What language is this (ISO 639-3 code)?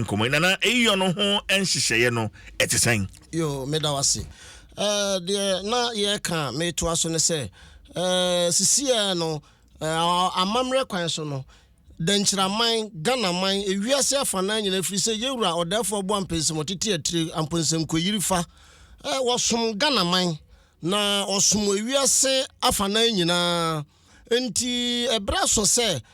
aka